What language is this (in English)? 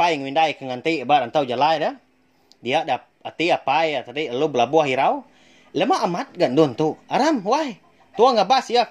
Iban